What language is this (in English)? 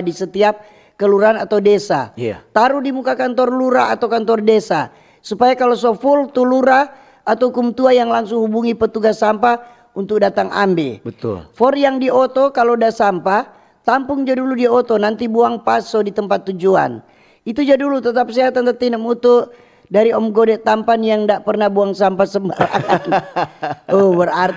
Manado Malay